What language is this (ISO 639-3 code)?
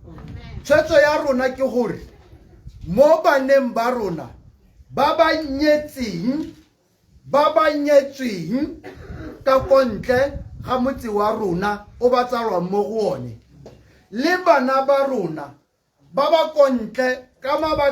tsn